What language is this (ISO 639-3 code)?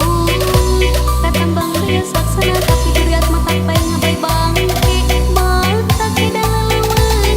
sun